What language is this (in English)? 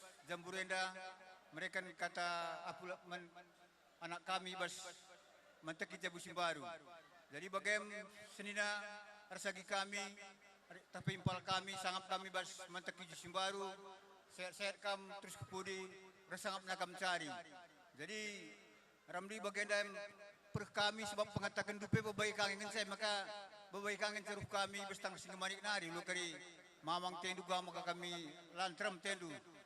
Batak Karo